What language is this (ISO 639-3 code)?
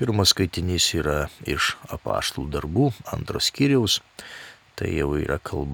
lit